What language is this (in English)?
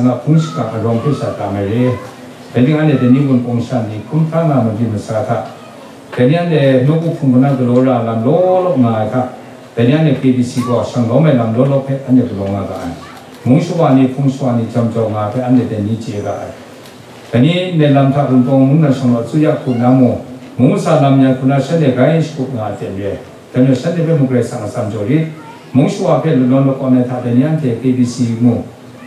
Kachin